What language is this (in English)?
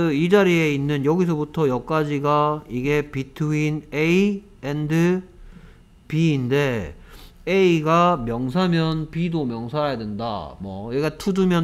Korean